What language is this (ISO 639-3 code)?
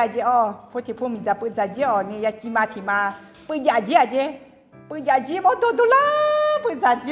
ahk